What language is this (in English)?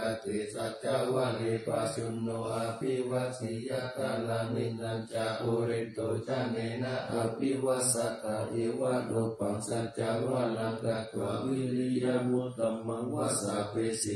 Pali